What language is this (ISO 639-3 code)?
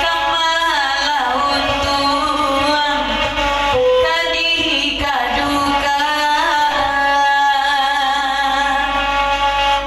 min